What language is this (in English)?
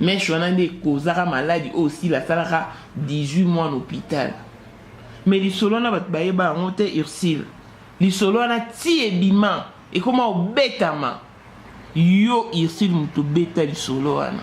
Lingala